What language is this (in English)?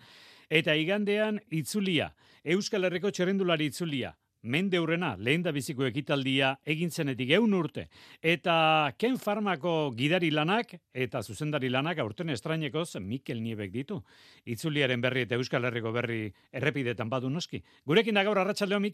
Basque